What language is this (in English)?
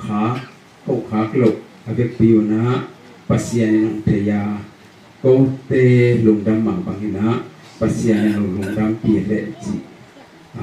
Tedim Chin